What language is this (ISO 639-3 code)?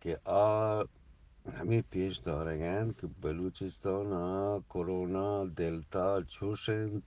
bgp